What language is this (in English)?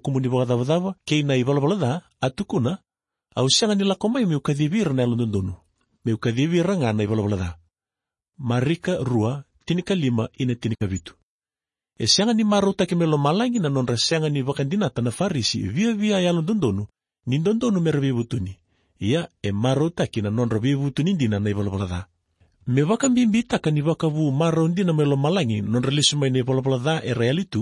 Fijian